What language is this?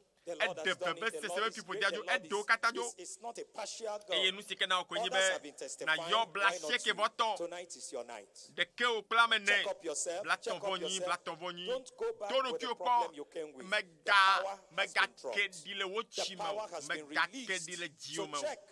Ewe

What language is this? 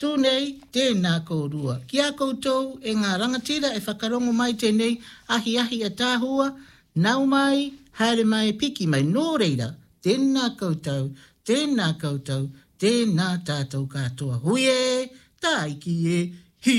Samoan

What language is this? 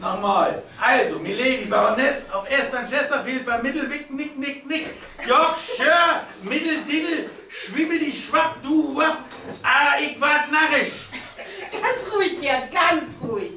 Low German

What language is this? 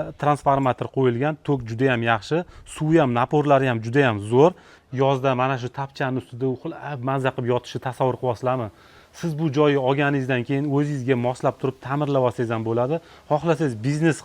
Uzbek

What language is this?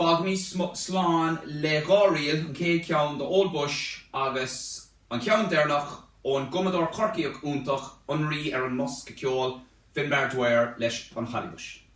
Irish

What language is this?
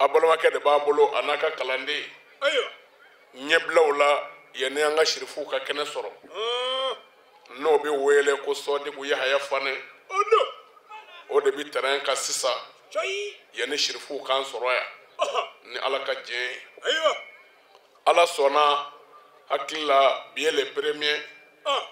Bambara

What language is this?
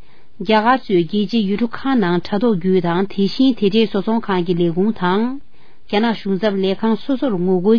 Tibetan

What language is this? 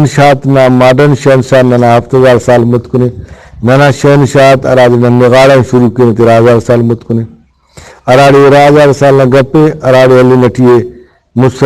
Brahui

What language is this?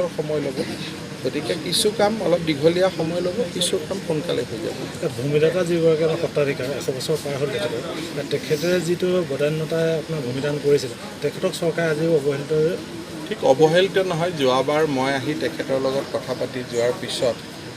Assamese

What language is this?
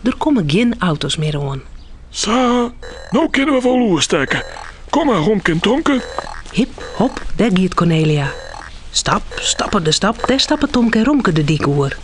Western Frisian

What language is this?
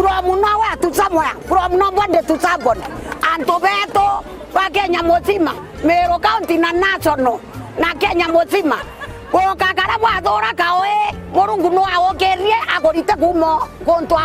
Meru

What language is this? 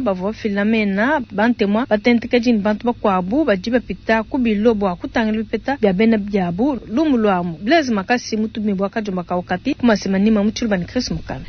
Luba-Lulua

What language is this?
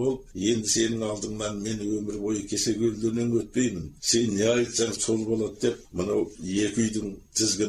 Kazakh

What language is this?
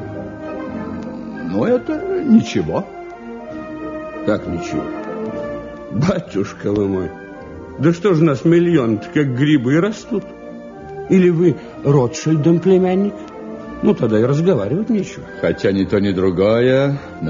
Russian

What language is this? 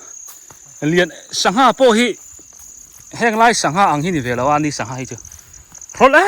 Biete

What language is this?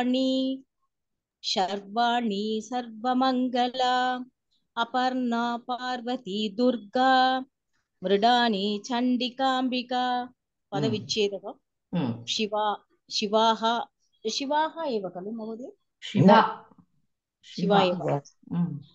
Sanskrit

